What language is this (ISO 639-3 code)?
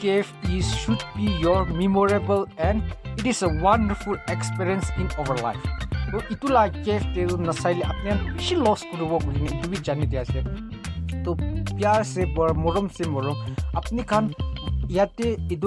nag